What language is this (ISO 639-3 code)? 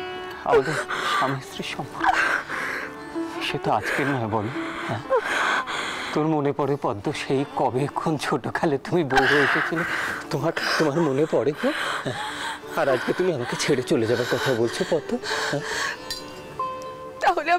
ben